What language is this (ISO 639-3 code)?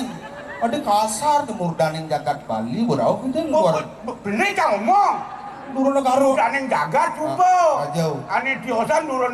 ban